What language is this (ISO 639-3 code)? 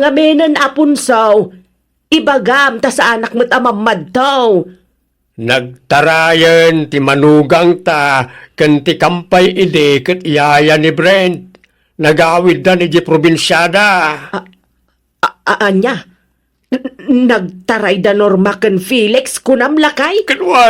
ilo